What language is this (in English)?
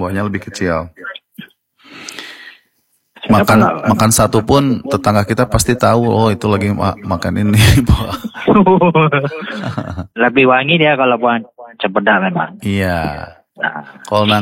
Indonesian